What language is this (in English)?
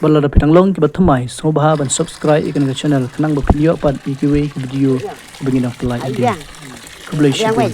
Khasi